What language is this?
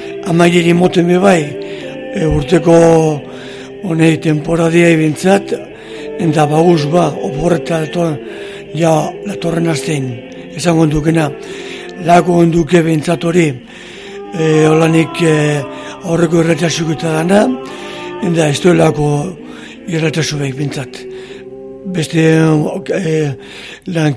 Basque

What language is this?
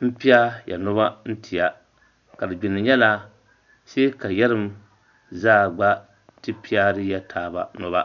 Dagbani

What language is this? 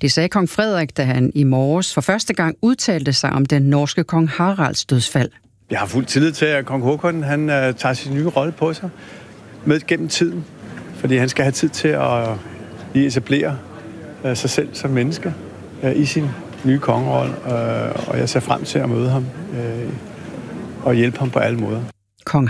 Danish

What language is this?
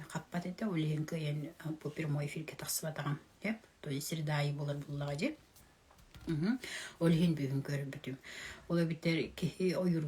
Yakut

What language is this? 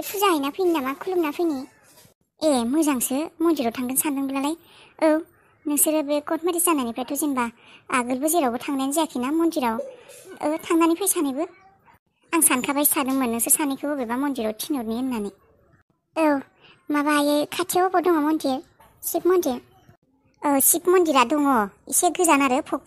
Bodo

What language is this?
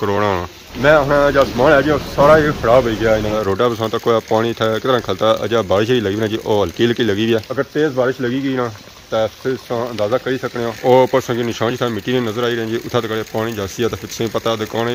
Pahari-Potwari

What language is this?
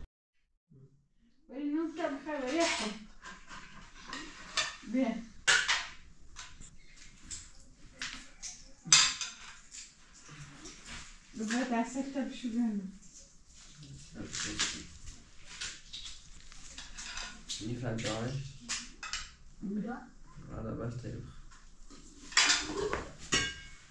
Persian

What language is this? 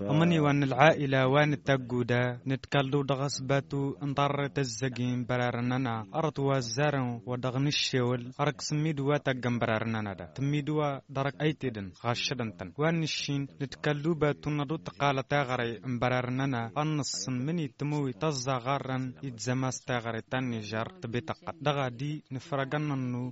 Tamasheq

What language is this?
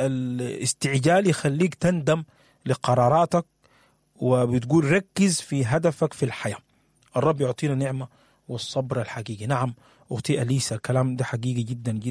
Sudanese Arabic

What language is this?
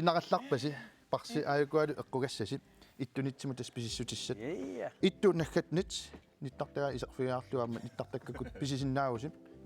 Kalaallisut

